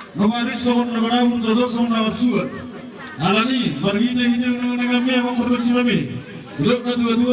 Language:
Batak Toba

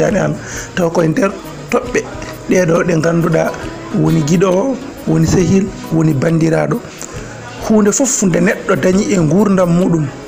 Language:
Fula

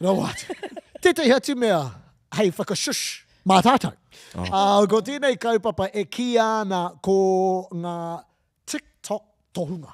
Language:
Māori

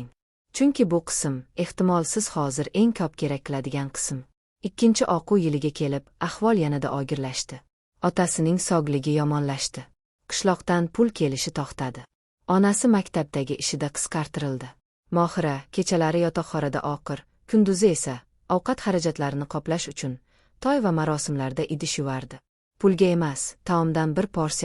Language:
Uzbek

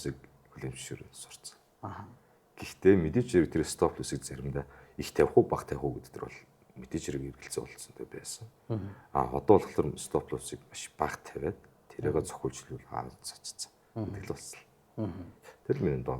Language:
Mongolian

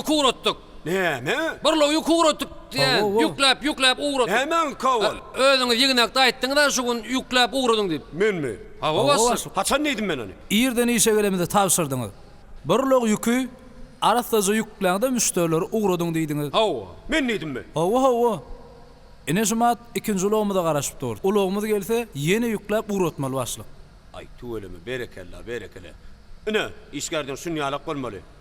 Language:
Turkmen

